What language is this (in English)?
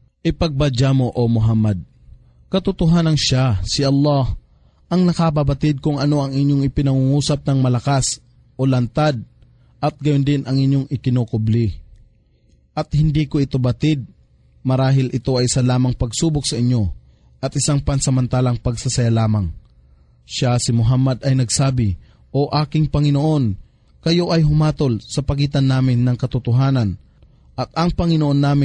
Filipino